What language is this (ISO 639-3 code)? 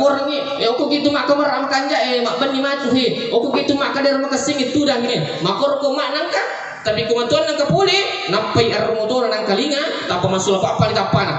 bug